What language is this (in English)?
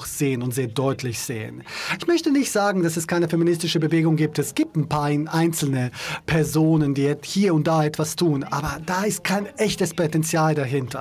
German